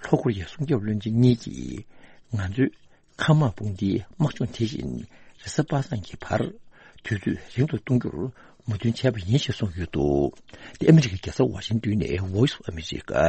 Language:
Tibetan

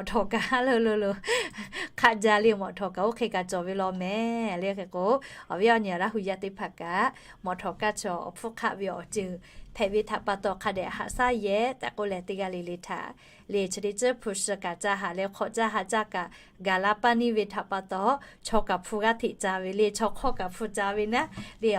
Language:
Lahu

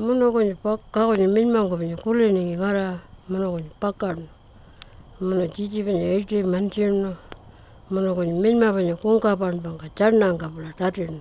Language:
Pitjantjatjara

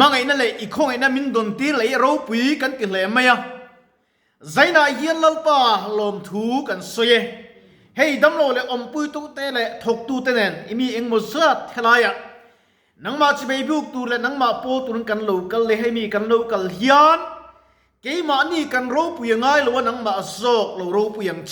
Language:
Mizo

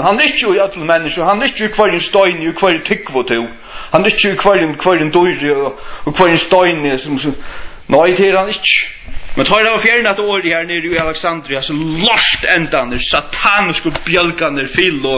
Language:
Faroese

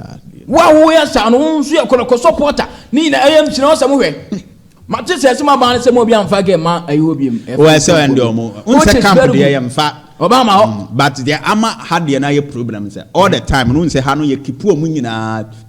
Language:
Akan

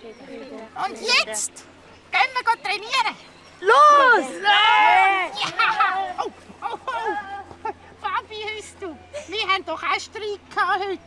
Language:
Swiss German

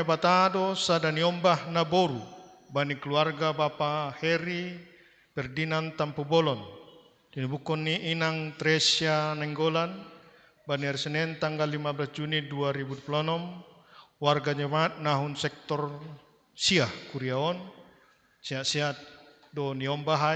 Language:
Batak Simalungun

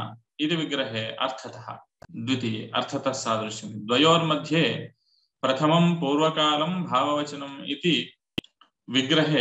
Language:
Sanskrit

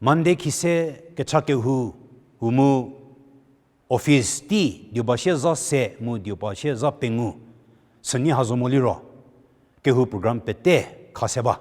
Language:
Angami Naga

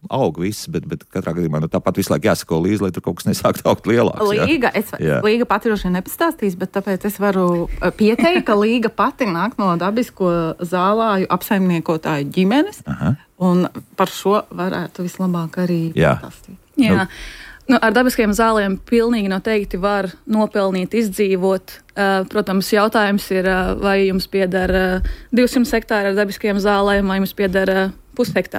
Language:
Latvian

